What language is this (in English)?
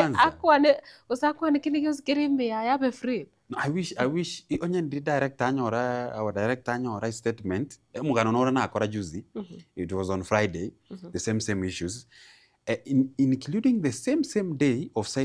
Gusii